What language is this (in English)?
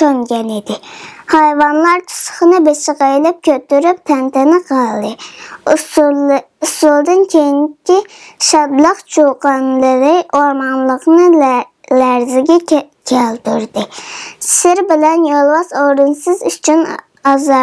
Uyghur